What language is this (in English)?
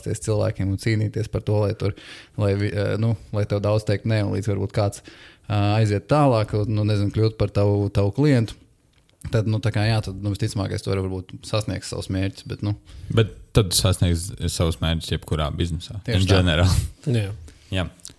Latvian